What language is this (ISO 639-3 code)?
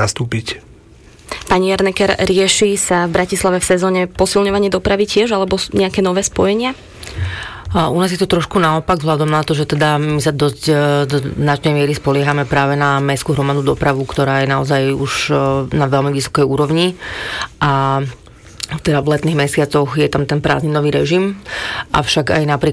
slk